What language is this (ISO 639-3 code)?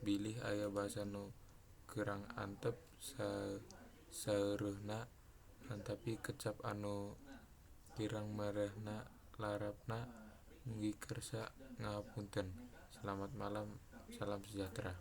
sun